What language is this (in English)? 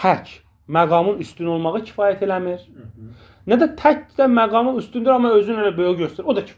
Azerbaijani